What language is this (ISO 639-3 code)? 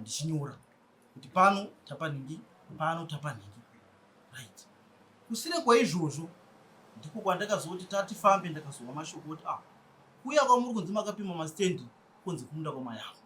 sna